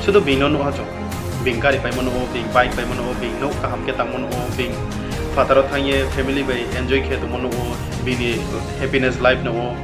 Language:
Riang (India)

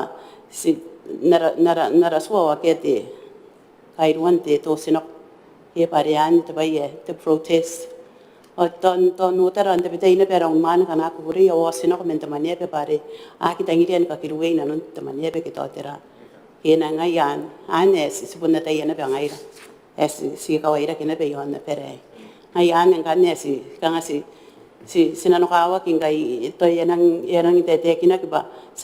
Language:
Gilbertese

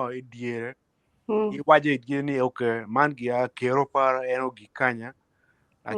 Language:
Acoli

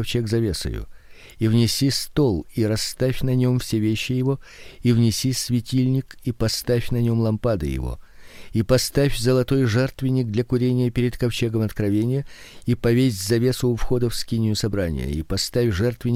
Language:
Russian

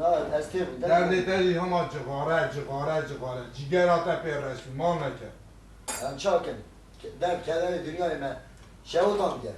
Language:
Kurdish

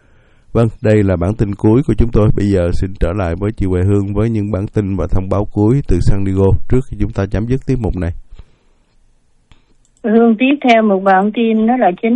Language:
Vietnamese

